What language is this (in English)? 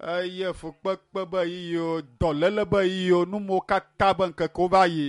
Ewe